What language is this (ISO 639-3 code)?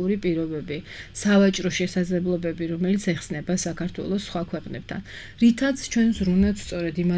kat